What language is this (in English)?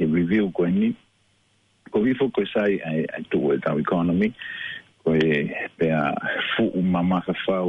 Tongan